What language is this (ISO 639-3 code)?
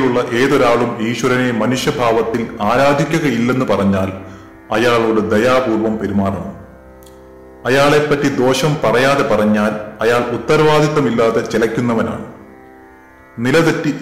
mal